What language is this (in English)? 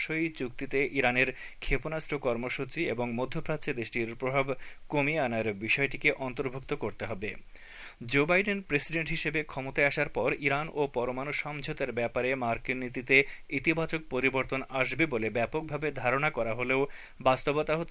Bangla